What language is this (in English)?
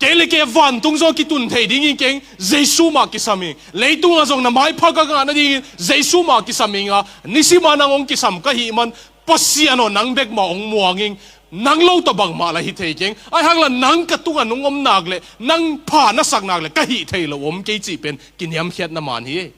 Tedim Chin